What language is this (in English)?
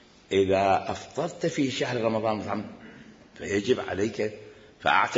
Mesopotamian Arabic